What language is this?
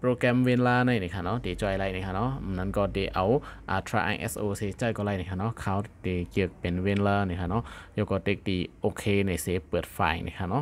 Shan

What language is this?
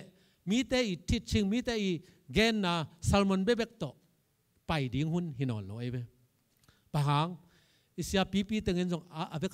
Tedim Chin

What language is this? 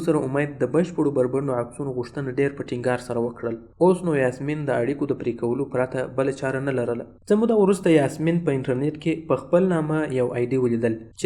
Pashto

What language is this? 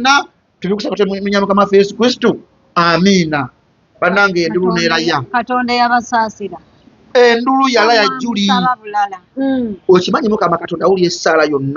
Ganda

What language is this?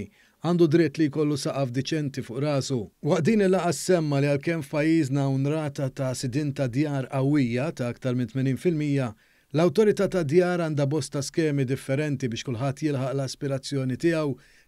Maltese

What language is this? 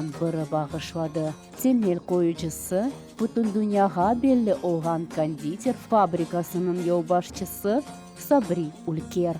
Crimean Tatar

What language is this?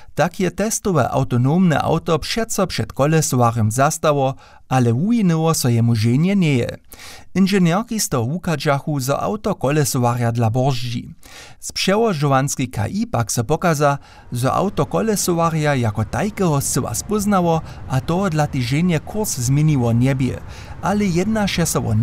Upper Sorbian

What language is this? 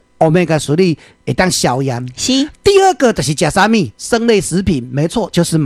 Min Nan Chinese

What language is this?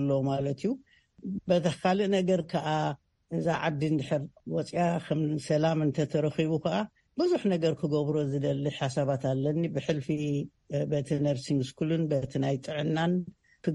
Tigrinya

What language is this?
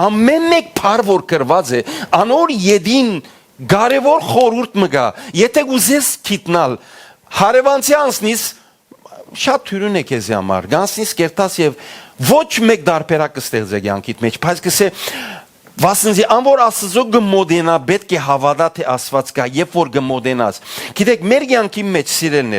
Western Armenian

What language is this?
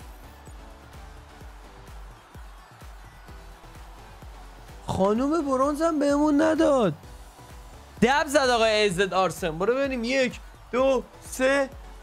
Persian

